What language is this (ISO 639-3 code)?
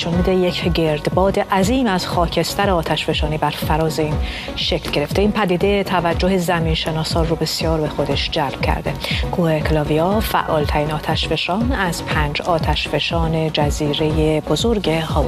fas